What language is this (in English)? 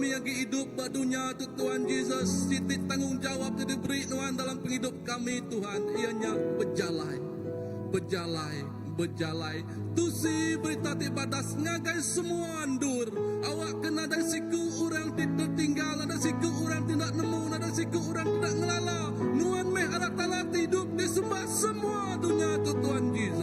Iban